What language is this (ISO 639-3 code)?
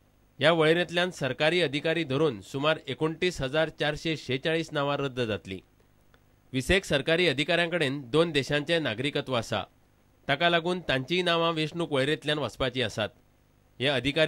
kok